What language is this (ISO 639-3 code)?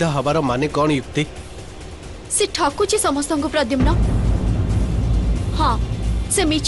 ori